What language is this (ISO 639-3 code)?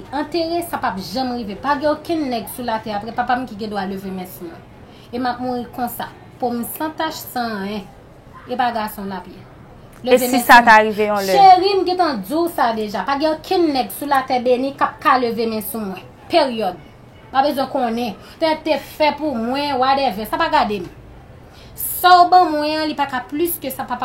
hat